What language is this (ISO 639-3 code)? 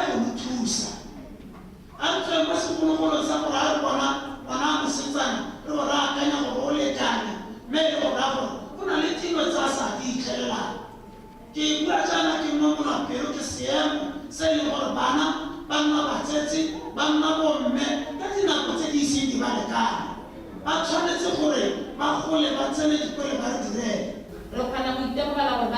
tsn